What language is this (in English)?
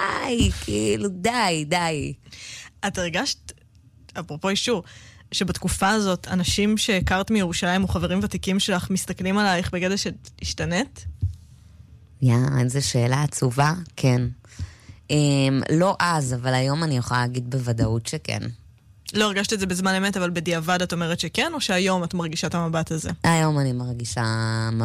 Hebrew